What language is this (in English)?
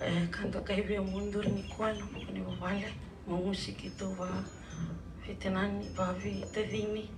Fijian